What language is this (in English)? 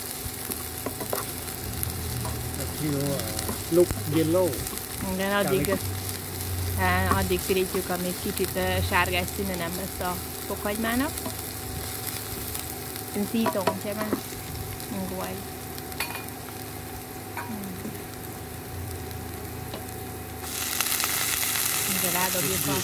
Hungarian